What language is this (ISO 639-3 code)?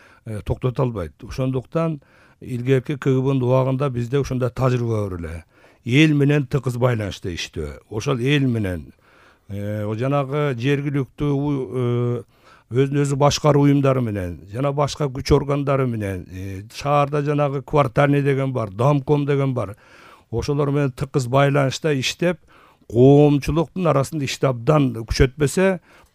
kir